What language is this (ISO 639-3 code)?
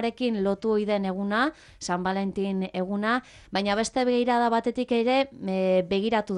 eus